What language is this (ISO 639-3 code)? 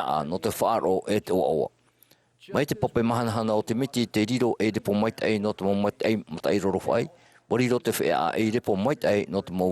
tah